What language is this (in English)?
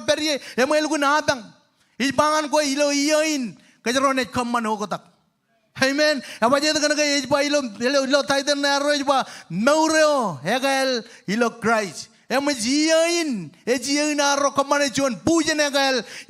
Marshallese